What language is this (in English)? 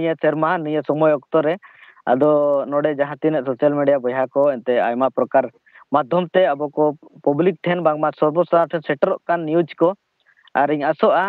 Santali